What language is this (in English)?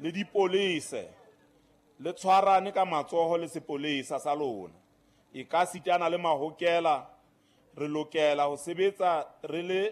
Southern Sotho